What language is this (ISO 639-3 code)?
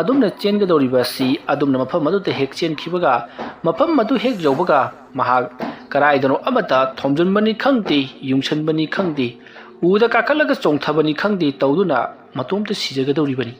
mni